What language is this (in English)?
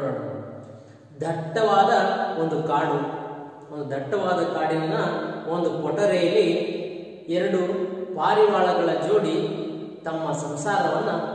Kannada